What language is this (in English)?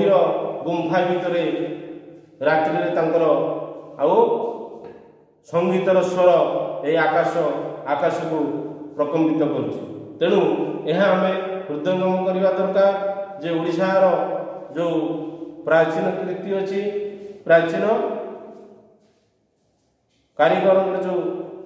Odia